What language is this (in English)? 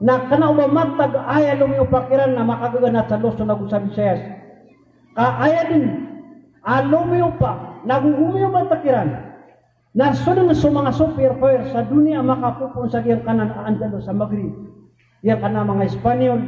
Maranao